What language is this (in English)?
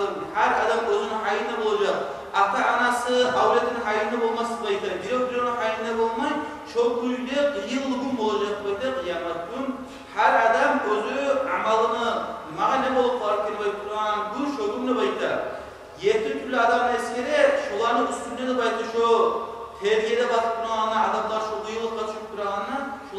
Kumyk